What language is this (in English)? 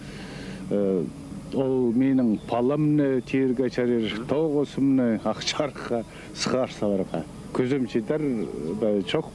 Khakas